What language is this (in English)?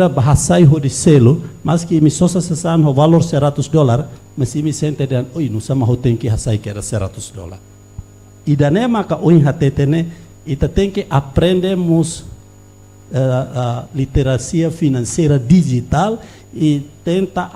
Tetum